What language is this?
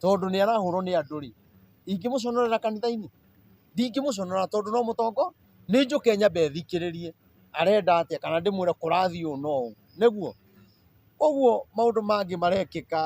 Kikuyu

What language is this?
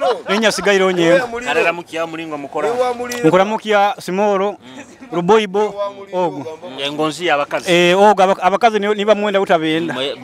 Nyoro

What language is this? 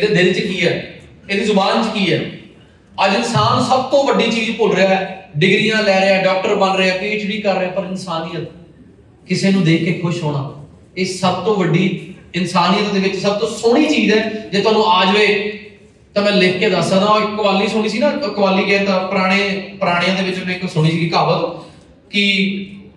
Punjabi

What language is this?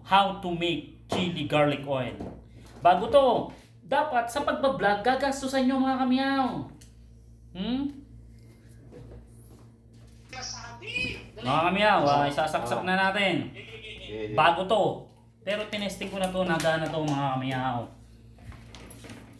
Filipino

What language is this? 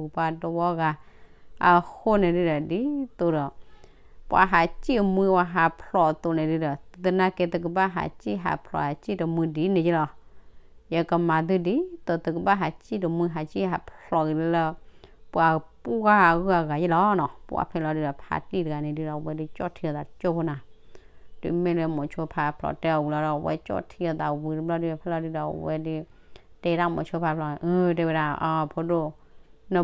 S'gaw Karen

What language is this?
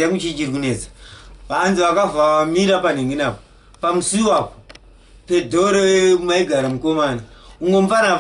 Shona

